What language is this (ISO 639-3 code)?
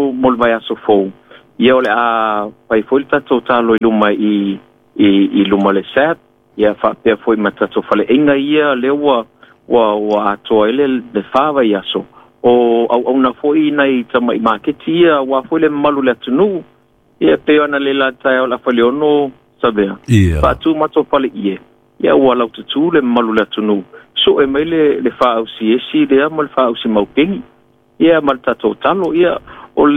smo